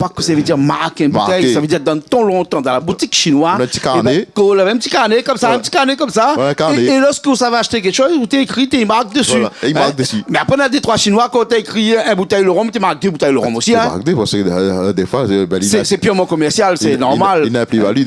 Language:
Réunion Creole French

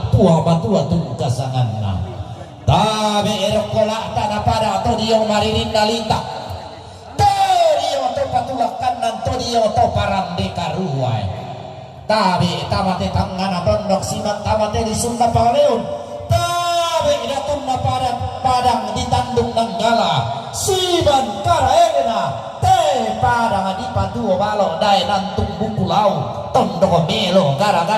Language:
Toraja-Sa'dan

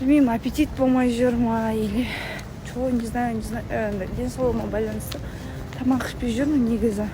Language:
Kazakh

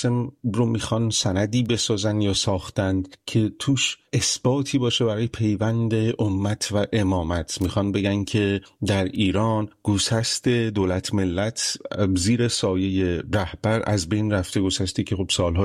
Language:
Persian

